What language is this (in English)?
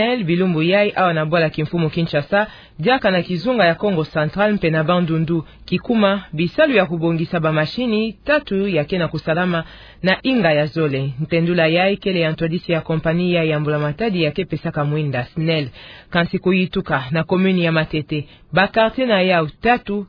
Kituba (Democratic Republic of Congo)